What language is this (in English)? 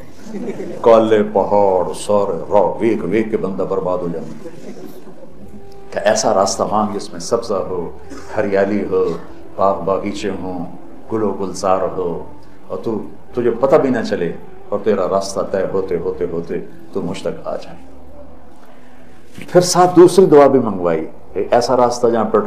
Urdu